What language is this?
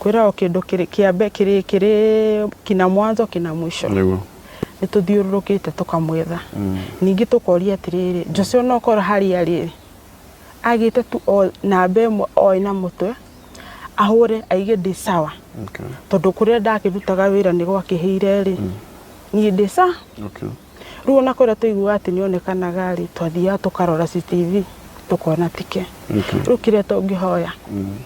Kikuyu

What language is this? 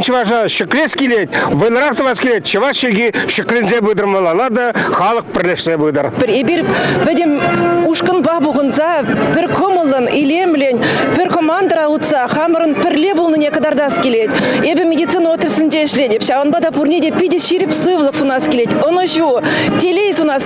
Chuvash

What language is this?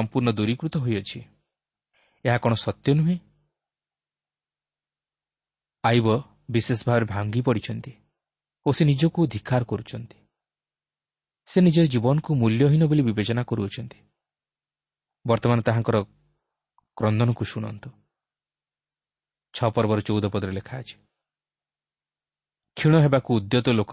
Odia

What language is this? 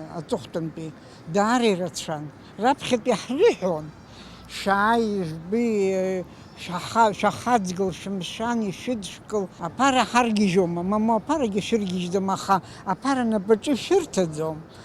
Abkhazian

